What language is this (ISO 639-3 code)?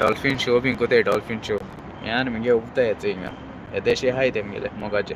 kok